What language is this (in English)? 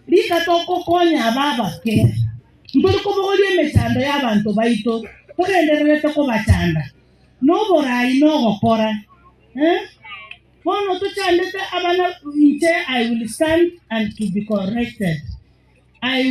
Gusii